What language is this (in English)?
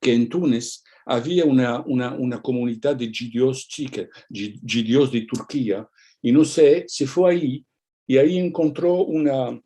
Ladino